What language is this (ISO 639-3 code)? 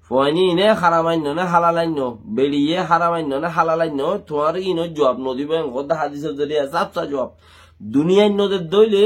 rhg